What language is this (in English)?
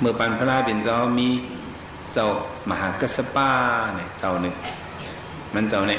Shan